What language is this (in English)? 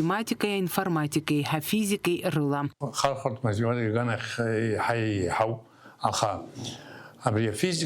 Abkhazian